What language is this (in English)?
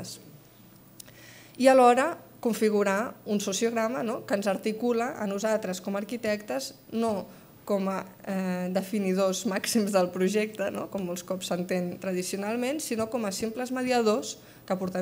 Catalan